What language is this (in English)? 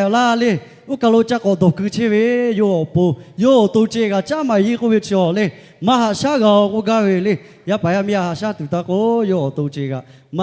Lahu